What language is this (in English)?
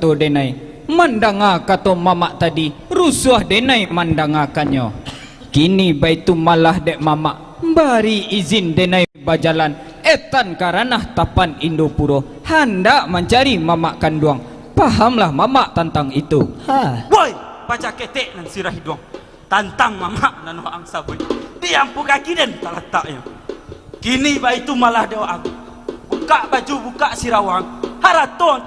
Minangkabau